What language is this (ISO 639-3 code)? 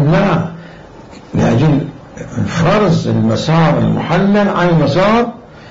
acm